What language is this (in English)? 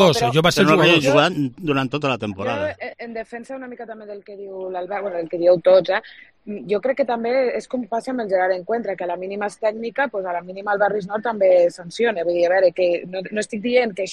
Catalan